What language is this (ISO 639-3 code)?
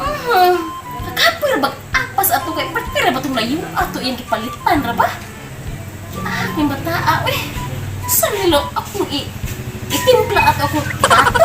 ceb